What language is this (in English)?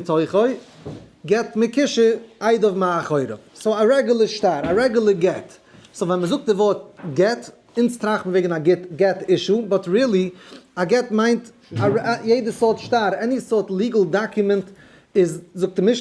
Yiddish